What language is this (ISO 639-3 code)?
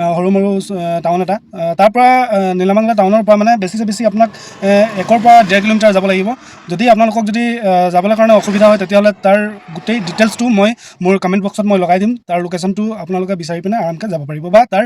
asm